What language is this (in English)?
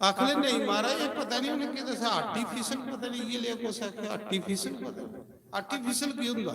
Dogri